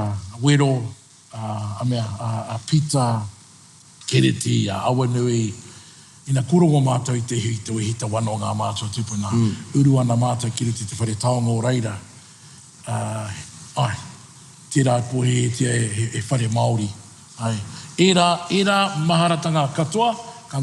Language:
Māori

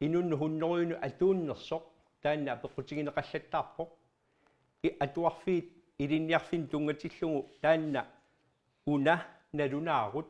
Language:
Kalaallisut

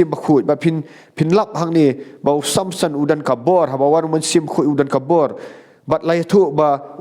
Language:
Khasi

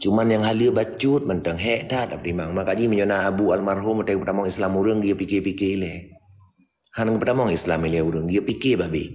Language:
Achinese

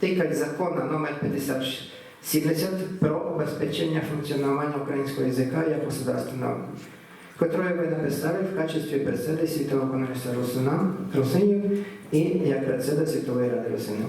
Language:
Rusyn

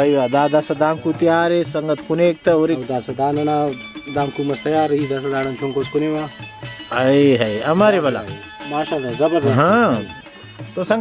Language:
Brahui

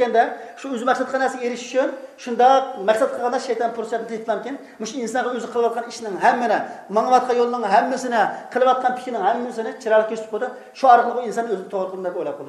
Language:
Uyghur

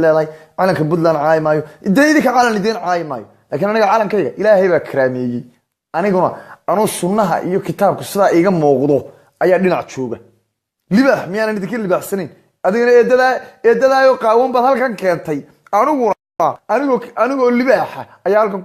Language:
Somali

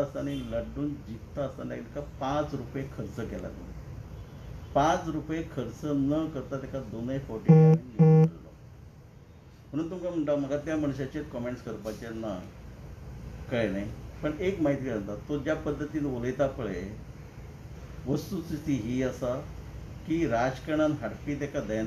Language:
Konkani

